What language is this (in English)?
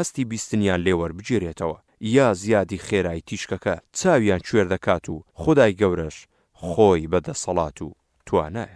Central Kurdish